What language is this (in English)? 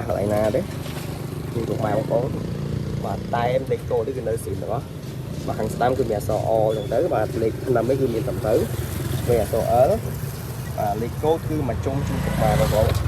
Khmer